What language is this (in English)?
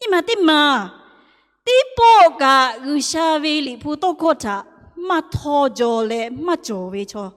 Lahu